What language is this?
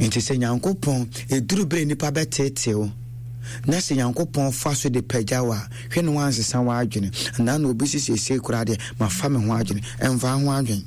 Akan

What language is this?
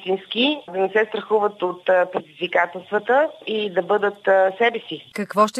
Bulgarian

